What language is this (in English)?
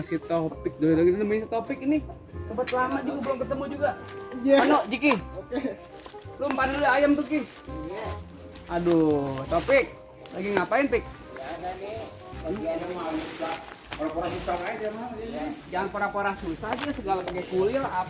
Betawi